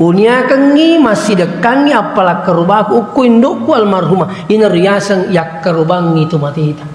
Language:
Buginese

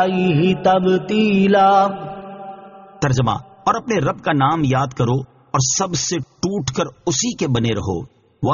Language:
Urdu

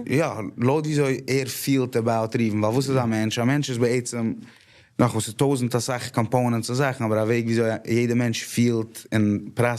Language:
Yiddish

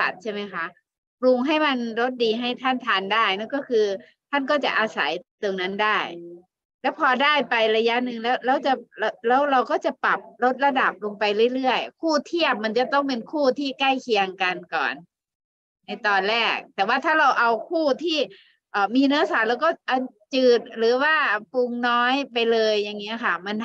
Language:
Thai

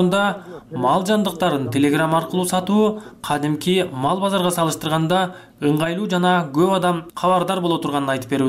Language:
Kyrgyz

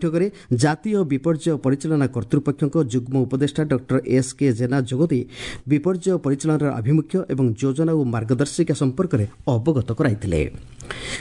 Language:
Odia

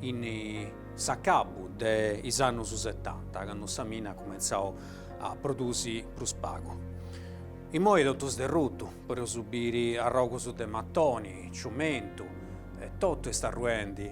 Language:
Sardinian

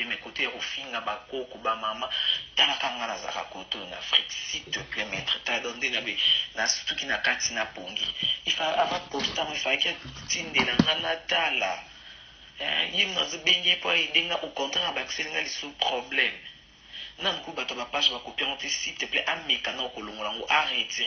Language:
Lingala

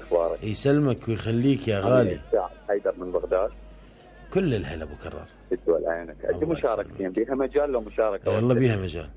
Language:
Mesopotamian Arabic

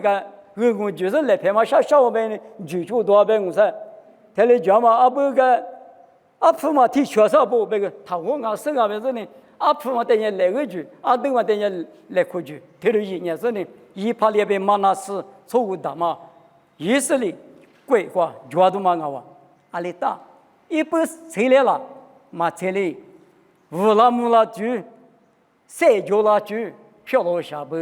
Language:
Lisu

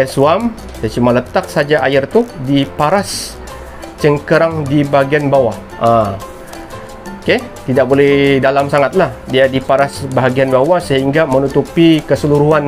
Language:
Malay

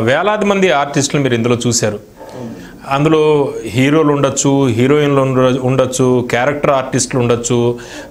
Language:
Telugu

